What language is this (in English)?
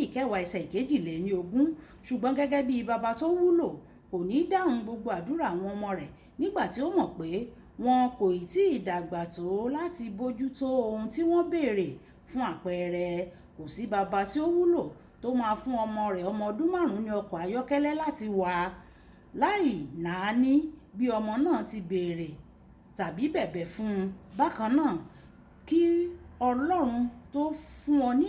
Yoruba